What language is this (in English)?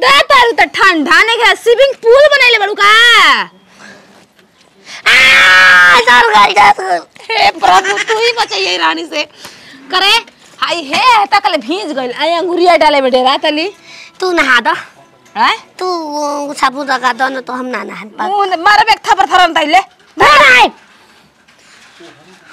Bhojpuri